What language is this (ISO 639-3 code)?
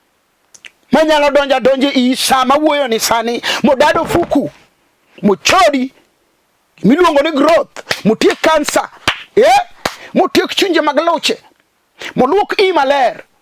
luo